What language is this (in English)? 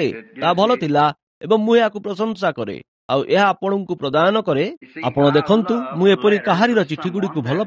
Odia